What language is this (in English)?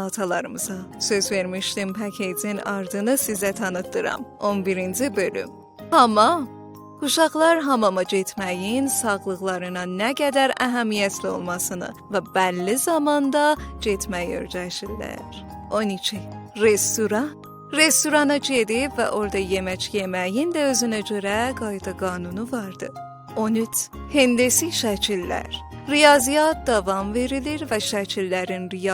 South Azerbaijani